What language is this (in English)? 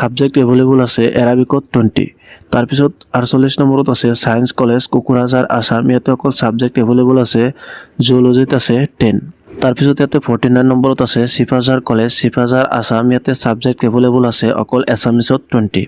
Assamese